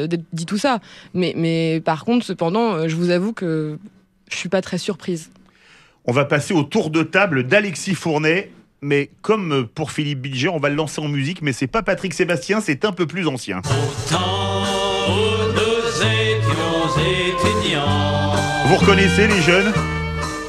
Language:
French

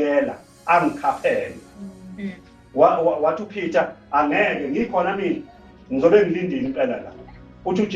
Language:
Zulu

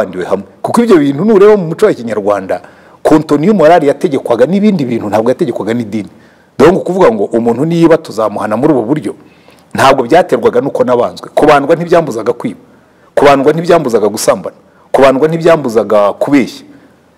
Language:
Kinyarwanda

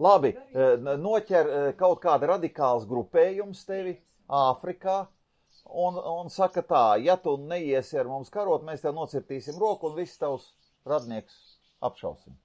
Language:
Latvian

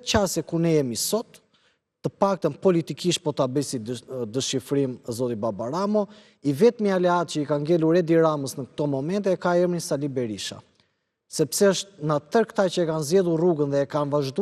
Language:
Albanian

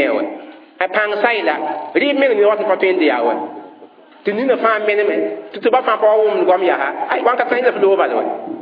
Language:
Mossi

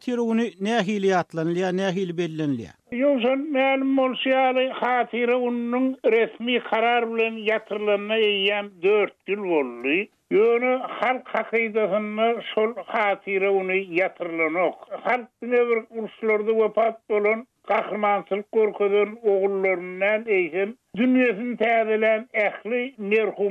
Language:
Turkmen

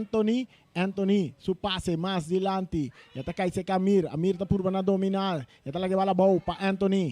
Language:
Papiamento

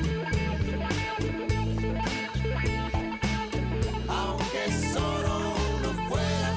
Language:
Spanish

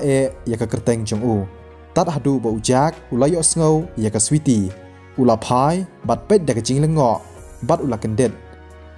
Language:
Khasi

